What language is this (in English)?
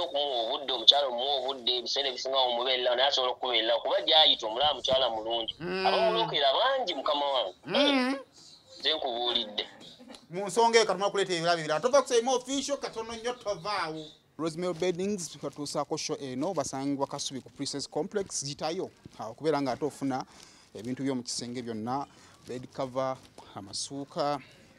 Ganda